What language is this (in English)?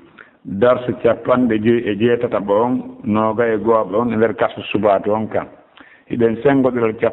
Pular